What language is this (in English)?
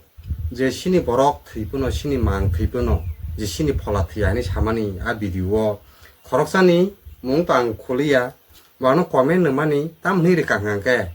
Kok Borok